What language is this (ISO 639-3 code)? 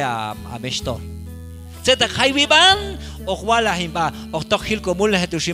kjb